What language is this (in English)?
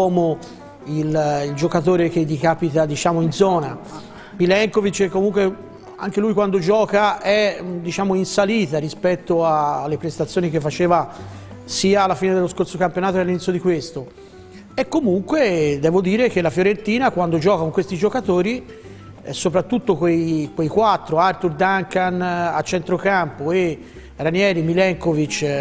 Italian